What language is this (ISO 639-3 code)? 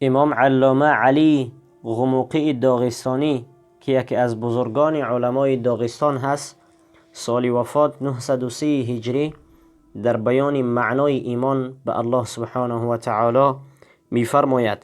tgk